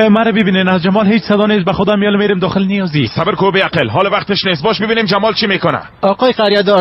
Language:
Persian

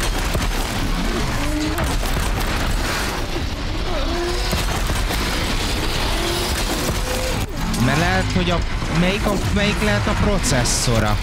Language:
Hungarian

